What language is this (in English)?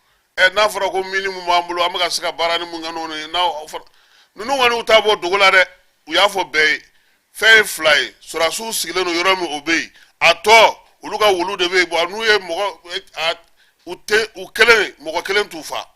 Bambara